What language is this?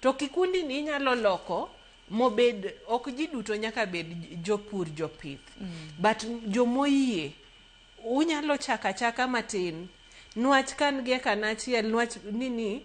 Luo (Kenya and Tanzania)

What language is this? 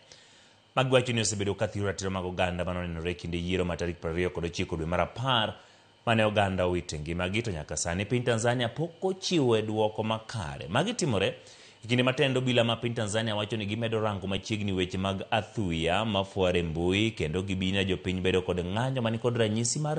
Luo (Kenya and Tanzania)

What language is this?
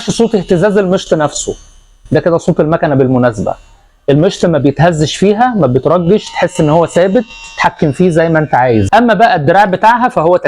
Egyptian Arabic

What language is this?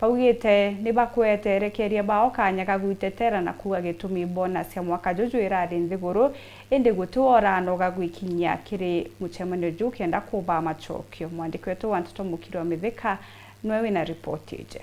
Meru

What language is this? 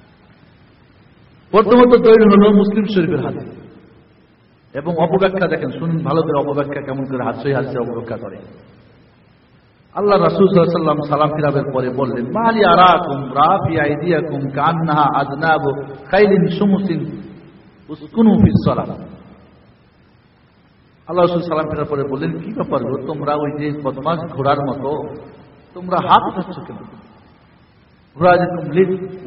Bangla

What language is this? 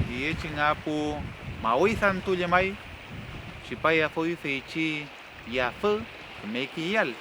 Mapuche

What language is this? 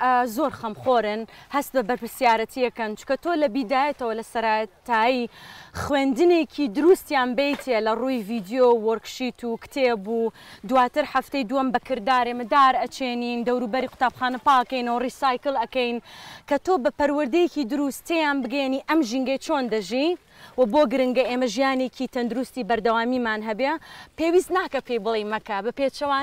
Central Kurdish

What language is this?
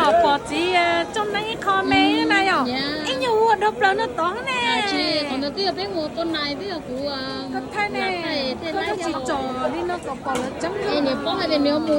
Hmong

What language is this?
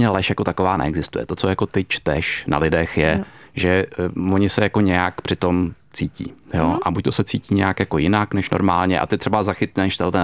Czech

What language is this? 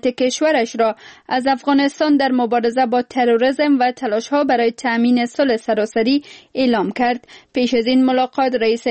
Persian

